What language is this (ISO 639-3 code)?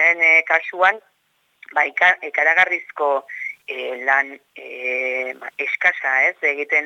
eus